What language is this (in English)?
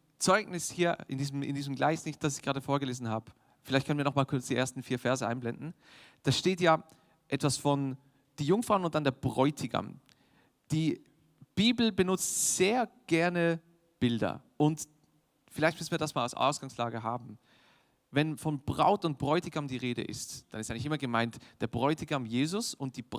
Swiss German